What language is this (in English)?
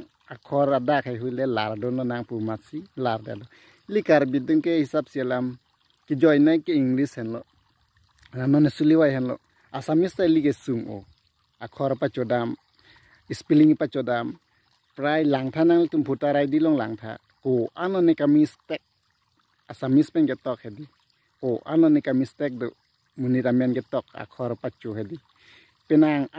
Karbi